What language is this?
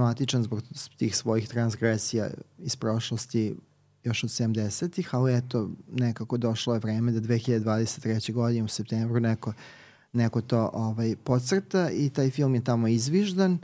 Serbian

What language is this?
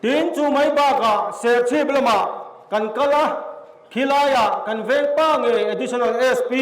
Mizo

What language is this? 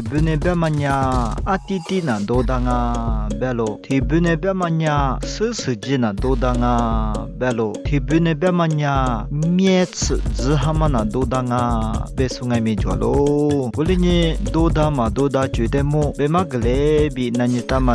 Lisu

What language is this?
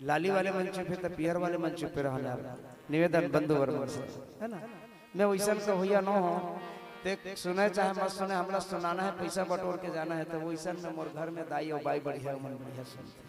Chhattisgarhi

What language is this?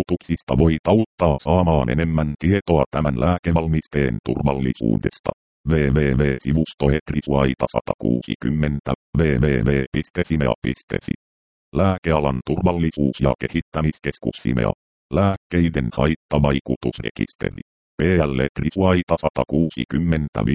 Finnish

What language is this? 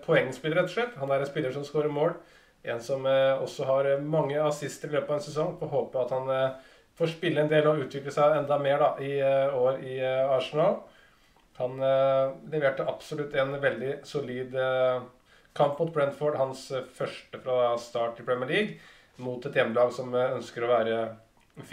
Norwegian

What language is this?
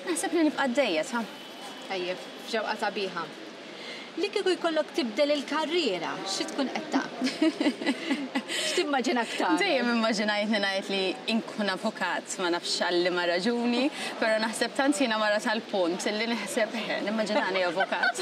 Maltese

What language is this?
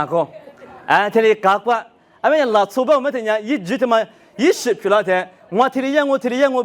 Lisu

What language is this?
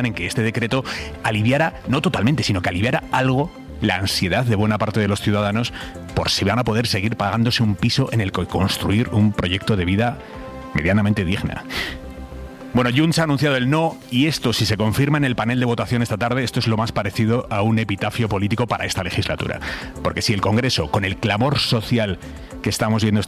Spanish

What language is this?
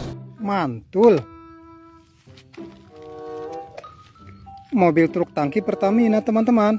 Indonesian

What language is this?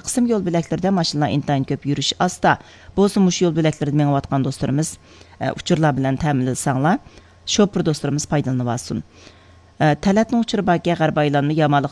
Uyghur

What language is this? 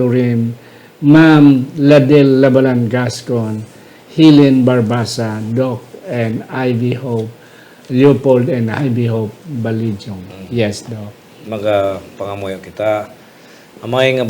Hiligaynon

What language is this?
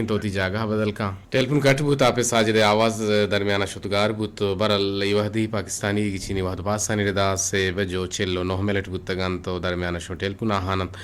Eastern Balochi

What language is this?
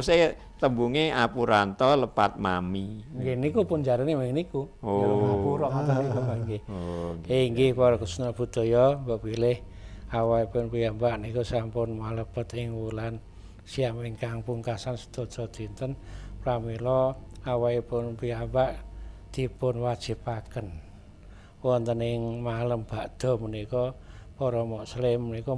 Javanese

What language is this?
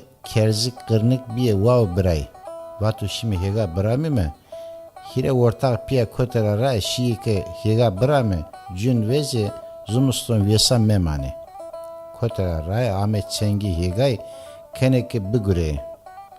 Zaza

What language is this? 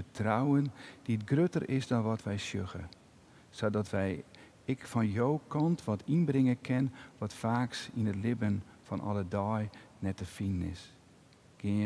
Western Frisian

